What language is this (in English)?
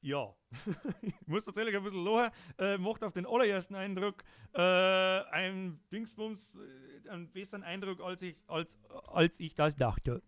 Bavarian